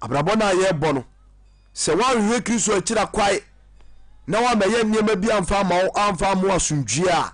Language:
Akan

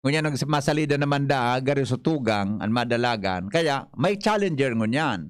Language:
Bikol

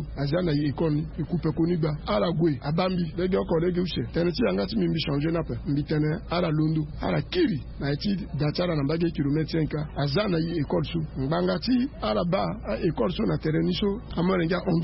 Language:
Sango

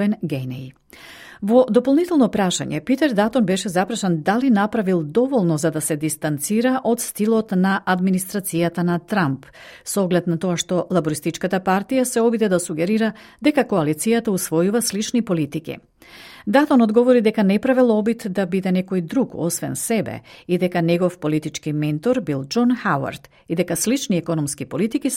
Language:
Macedonian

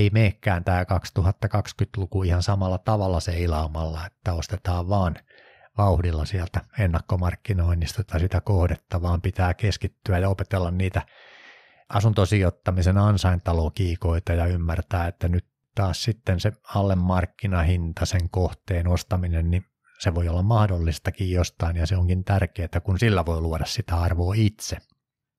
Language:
Finnish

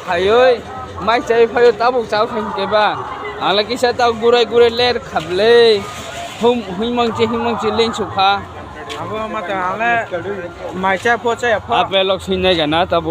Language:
Kok Borok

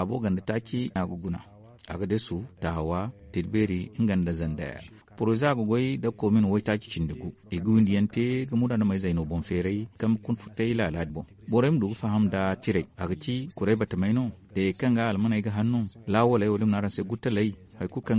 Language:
Zarma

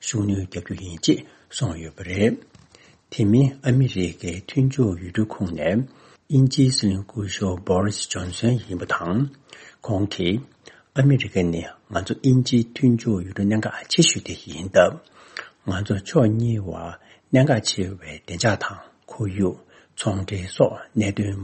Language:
Tibetan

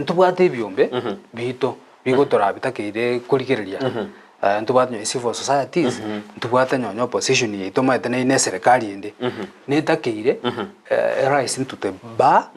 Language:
Gusii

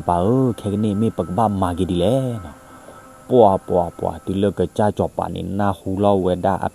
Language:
S'gaw Karen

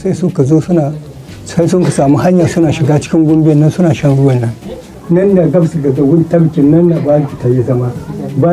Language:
Hausa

